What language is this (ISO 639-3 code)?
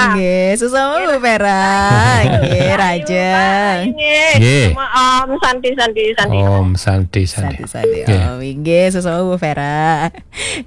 ban